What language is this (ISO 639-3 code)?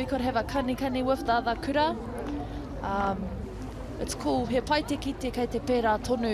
mri